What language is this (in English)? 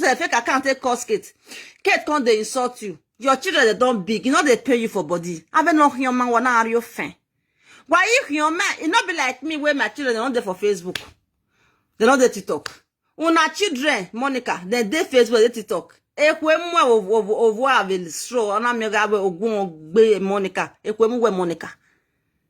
Nigerian Pidgin